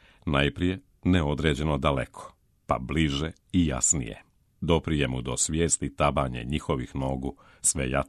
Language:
Serbian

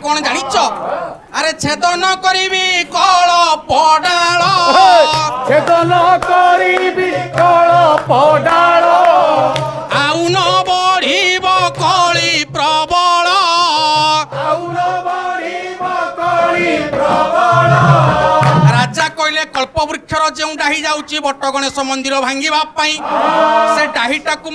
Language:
Odia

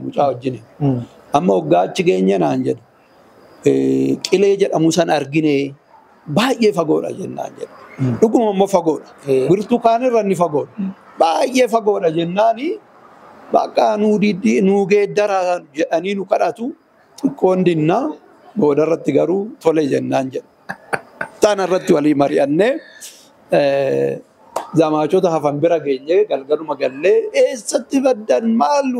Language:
Oromo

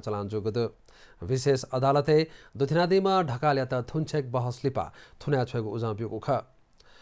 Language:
Newari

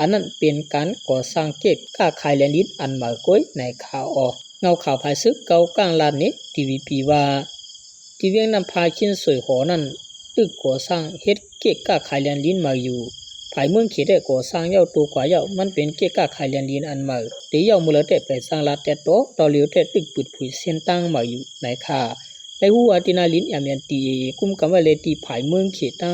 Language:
Shan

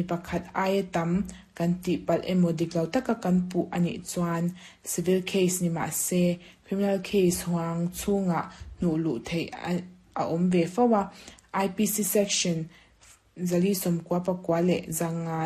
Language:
Mizo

